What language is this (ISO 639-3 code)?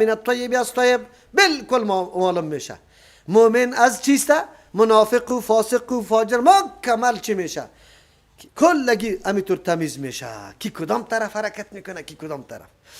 fas